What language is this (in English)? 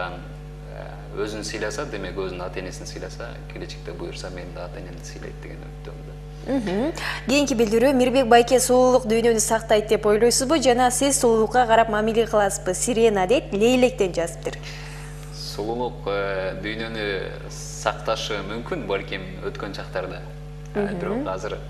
Kyrgyz